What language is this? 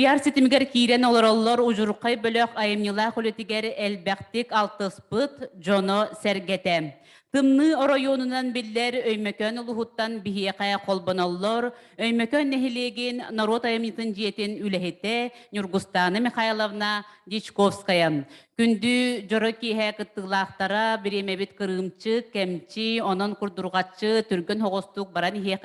Yakut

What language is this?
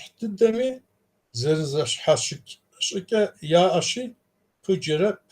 Kabardian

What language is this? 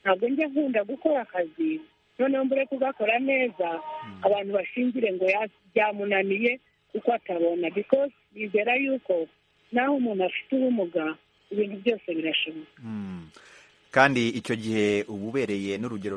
Kinyarwanda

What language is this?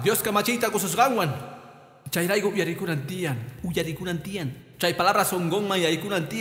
Quechua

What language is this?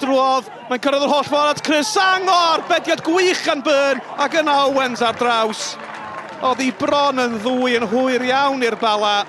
Welsh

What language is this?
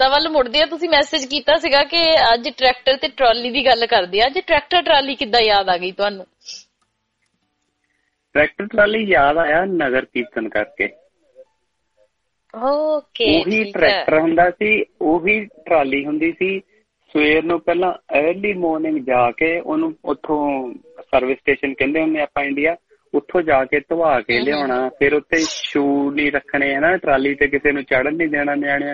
Punjabi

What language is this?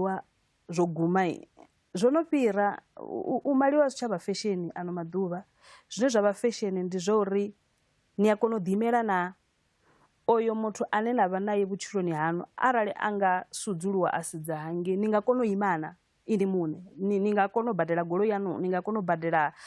Venda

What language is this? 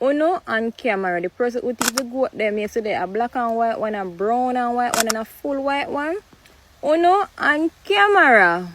Jamaican Creole English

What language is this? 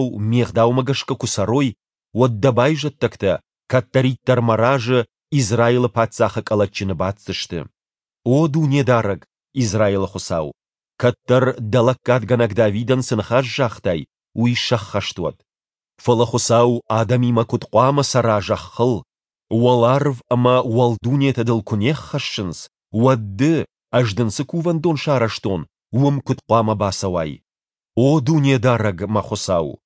Ossetic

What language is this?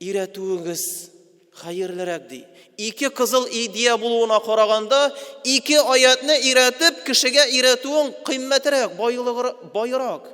Tatar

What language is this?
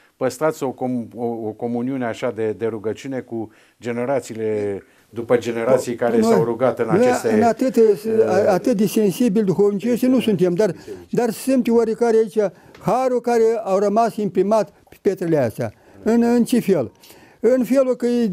Romanian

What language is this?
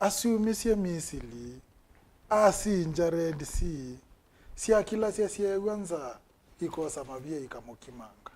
Kamba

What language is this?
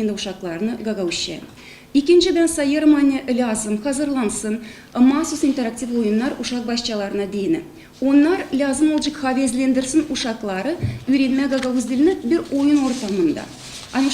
Gagauz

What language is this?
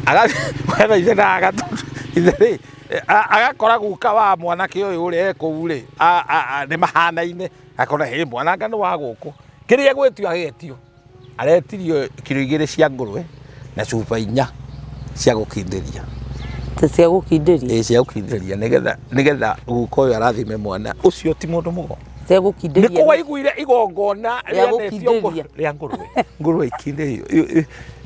Kikuyu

